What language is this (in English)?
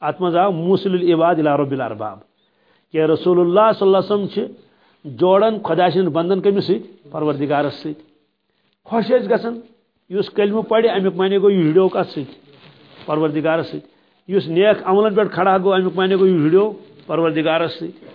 Kashmiri